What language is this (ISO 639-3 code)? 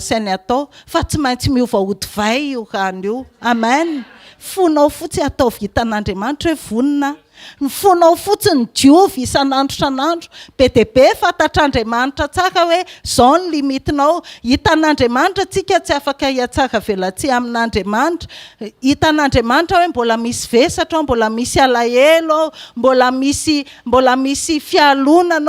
mlg